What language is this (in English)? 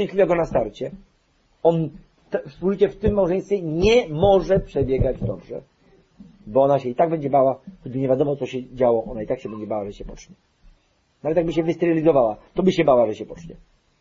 Polish